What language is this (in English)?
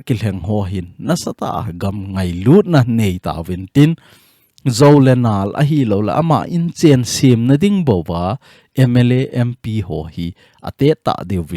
Thado Chin